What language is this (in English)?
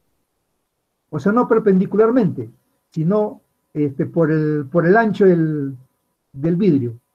Spanish